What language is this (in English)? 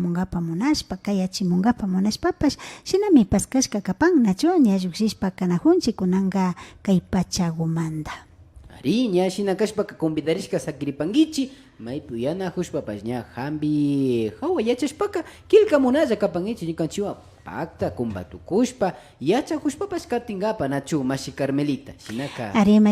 Imbabura Highland Quichua